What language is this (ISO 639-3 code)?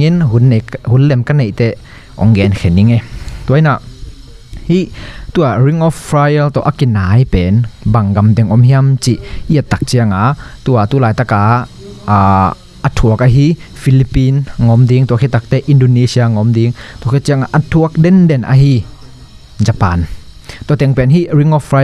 ctd